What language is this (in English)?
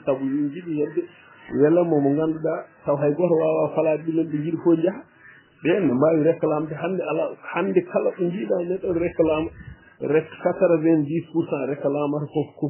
Fula